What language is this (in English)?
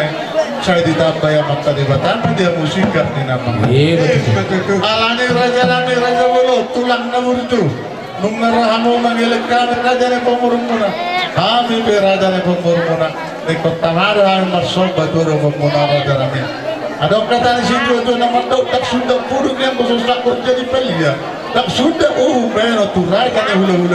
Batak Toba